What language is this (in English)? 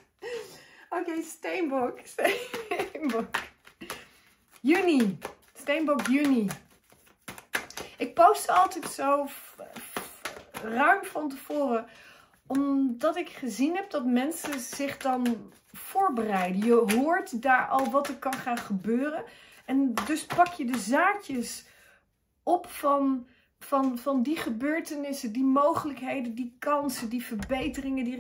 Dutch